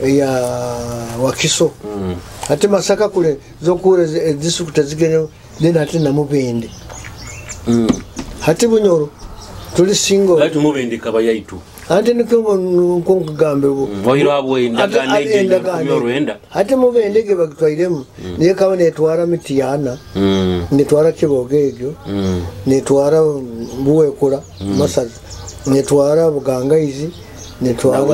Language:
Nyoro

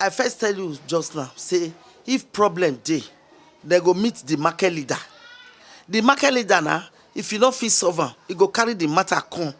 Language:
Nigerian Pidgin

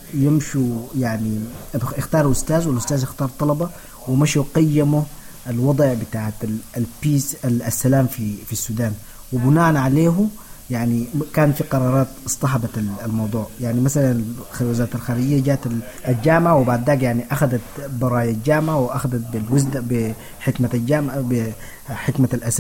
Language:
Sudanese Arabic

